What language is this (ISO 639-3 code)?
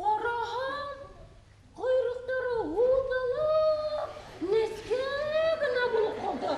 bak